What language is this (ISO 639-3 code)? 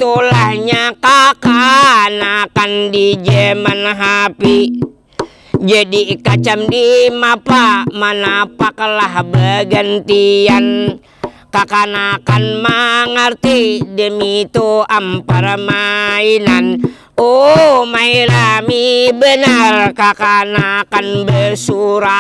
bjn